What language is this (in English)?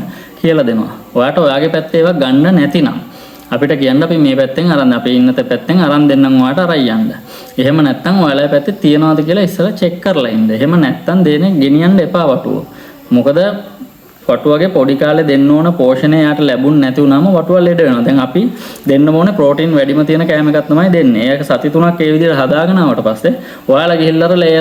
Sinhala